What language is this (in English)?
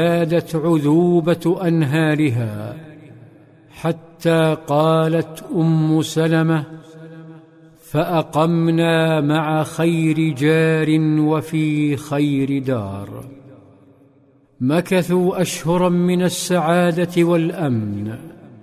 Arabic